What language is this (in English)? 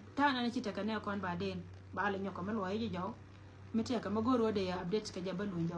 Nuer